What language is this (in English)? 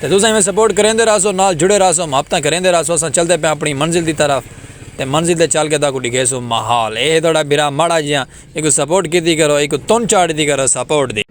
Saraiki